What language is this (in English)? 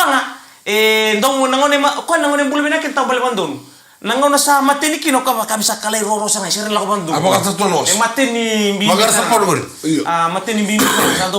Fijian